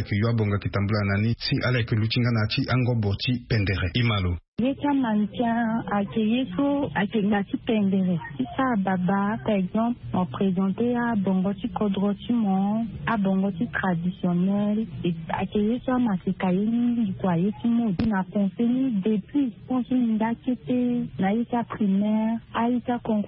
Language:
Sango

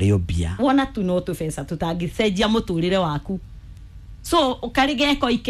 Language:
Kikuyu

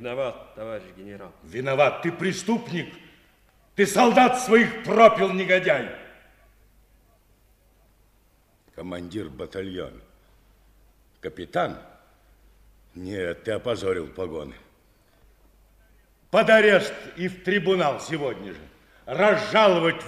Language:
Russian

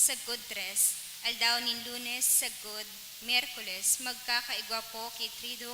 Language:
Bikol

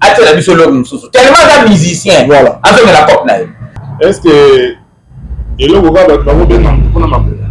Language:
Lingala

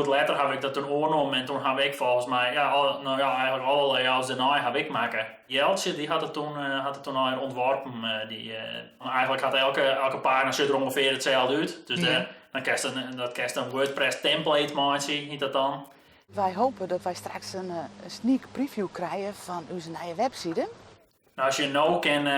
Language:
Western Frisian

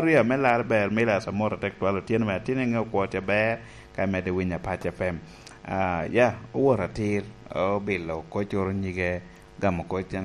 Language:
Lango (Uganda)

